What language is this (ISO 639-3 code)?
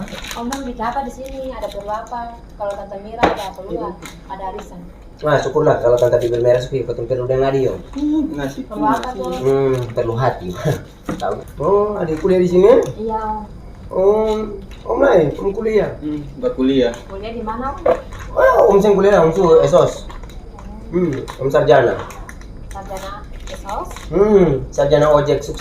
abs